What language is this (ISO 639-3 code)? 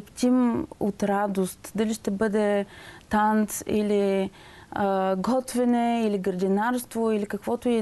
bul